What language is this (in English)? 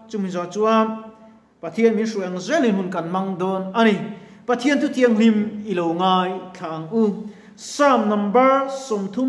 Mizo